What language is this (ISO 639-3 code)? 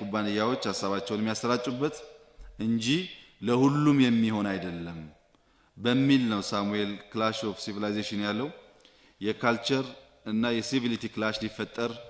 amh